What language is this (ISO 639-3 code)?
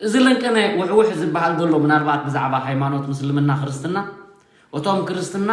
tir